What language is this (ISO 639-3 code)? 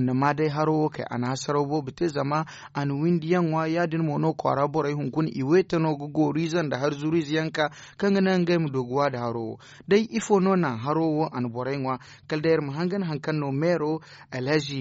dje